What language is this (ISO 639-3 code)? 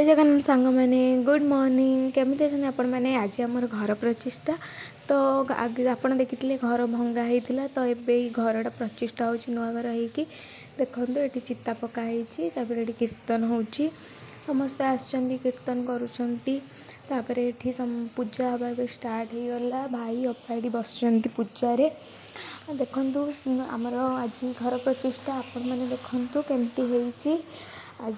ori